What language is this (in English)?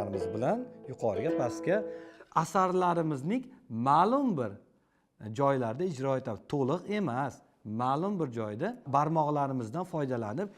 Uzbek